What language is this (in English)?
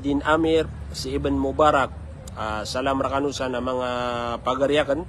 Maranao